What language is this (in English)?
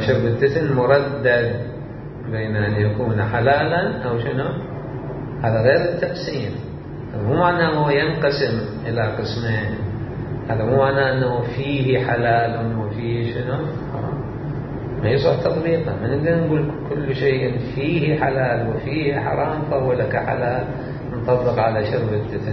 Mesopotamian Arabic